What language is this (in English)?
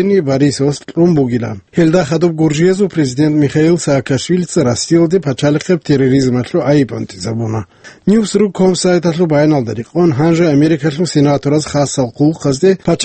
Avaric